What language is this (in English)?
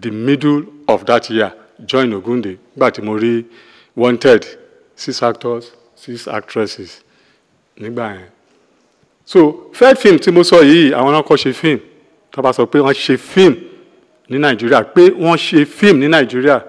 Yoruba